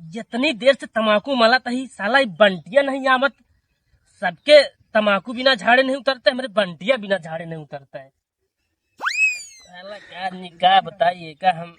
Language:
Awadhi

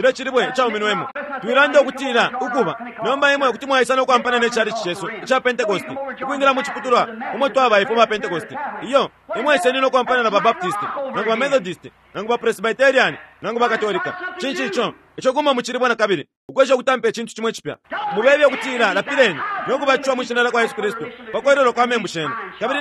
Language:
Bemba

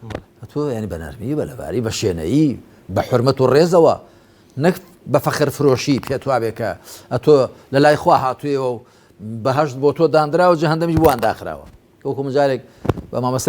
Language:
Central Kurdish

